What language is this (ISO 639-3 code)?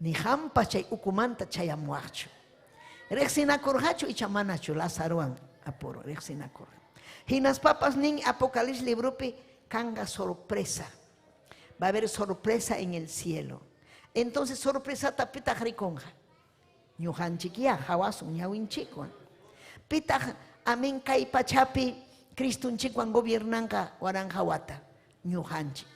quy